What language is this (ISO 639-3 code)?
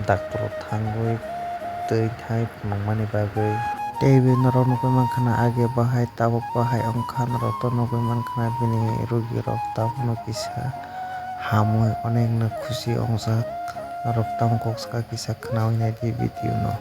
trp